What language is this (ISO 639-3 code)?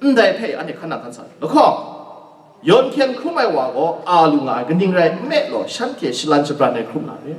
kac